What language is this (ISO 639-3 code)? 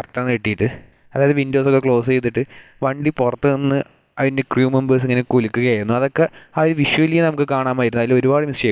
mal